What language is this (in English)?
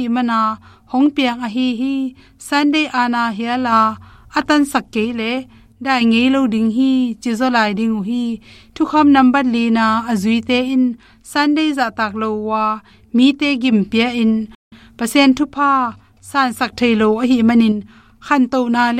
Tedim Chin